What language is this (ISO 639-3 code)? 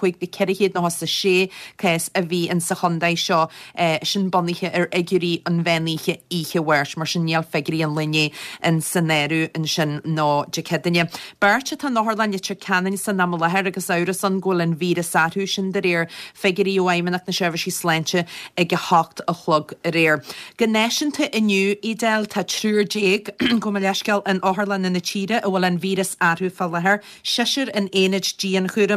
gle